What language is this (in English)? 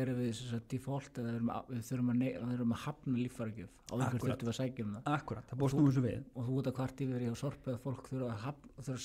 Icelandic